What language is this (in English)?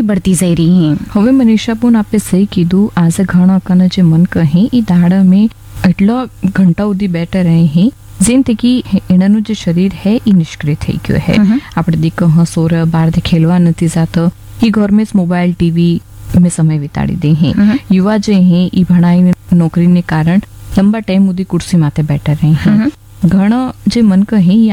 Gujarati